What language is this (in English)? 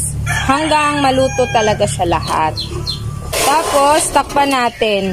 Filipino